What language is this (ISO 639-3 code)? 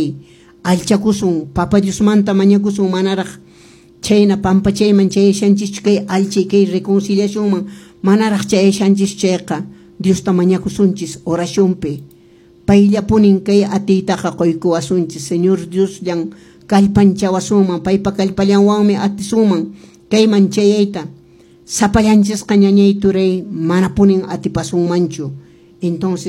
que